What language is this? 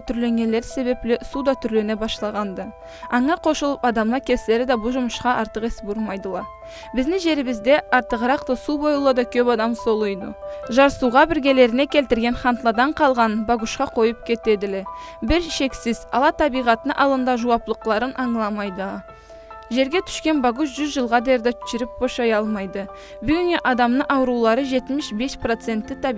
Karachay-Balkar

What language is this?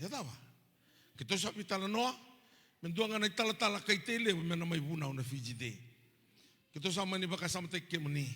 Fijian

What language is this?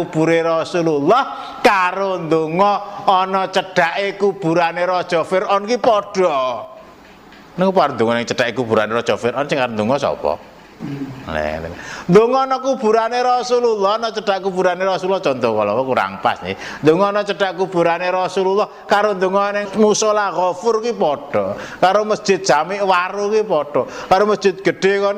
Javanese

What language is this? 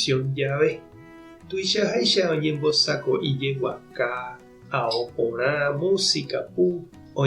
Guarani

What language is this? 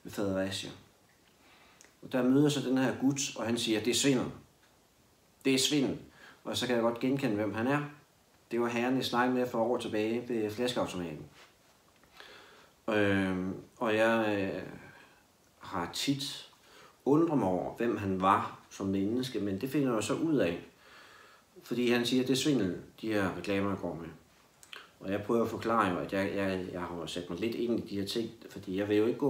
Danish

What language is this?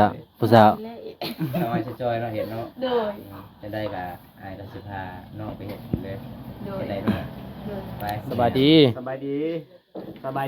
Lao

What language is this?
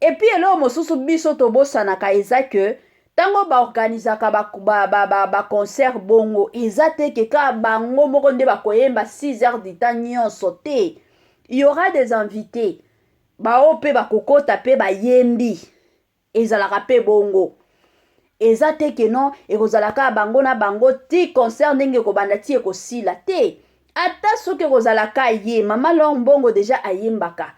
Lingala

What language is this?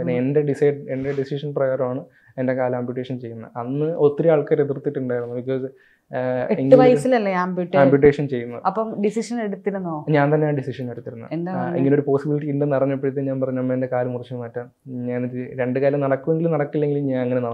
Malayalam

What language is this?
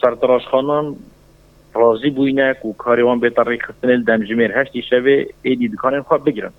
Kurdish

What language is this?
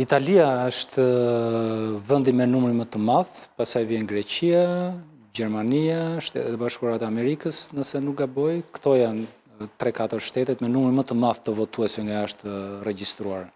Albanian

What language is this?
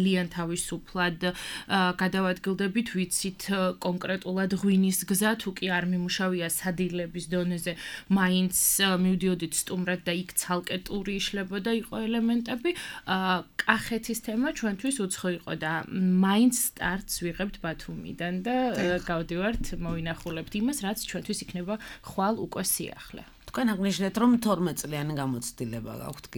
Georgian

